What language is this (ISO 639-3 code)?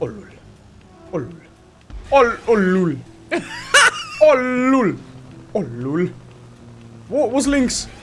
bar